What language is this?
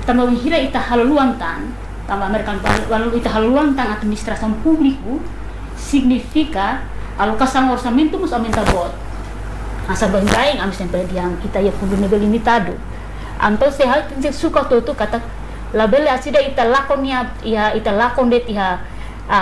Tetum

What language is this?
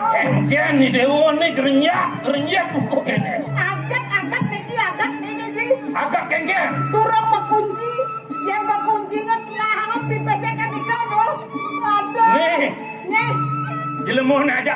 Balinese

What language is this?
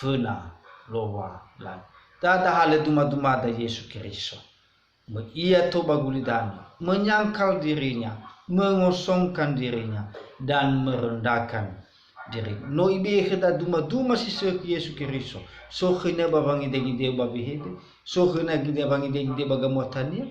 Nias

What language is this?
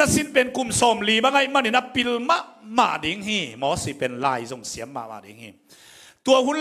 Tedim Chin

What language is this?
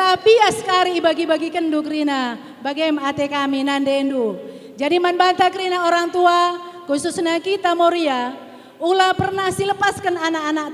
Batak Karo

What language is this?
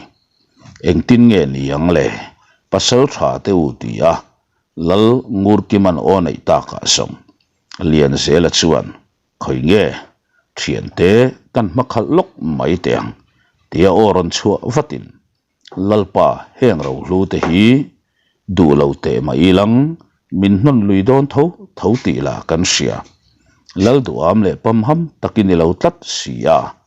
Mizo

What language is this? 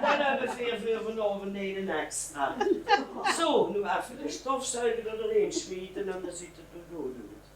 Limburgish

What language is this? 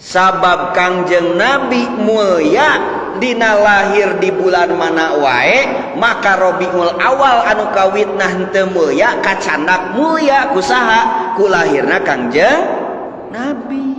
Sundanese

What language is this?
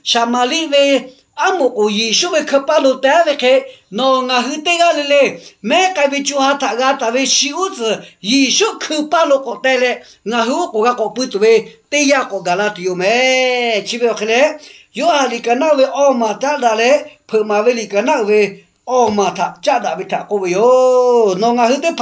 Lahu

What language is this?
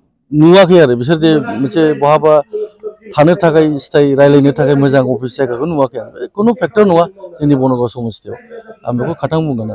Bodo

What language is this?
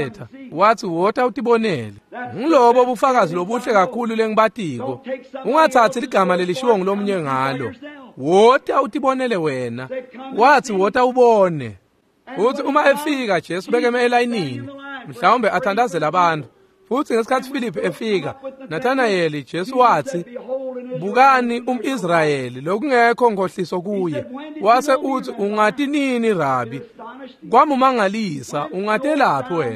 Swati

